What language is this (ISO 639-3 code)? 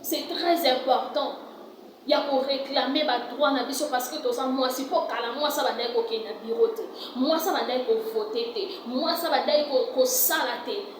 lin